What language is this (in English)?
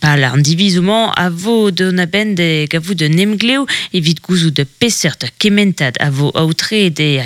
Breton